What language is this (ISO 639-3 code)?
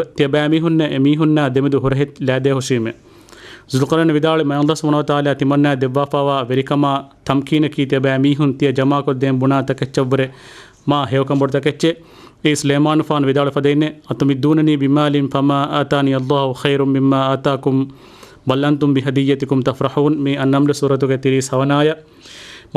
div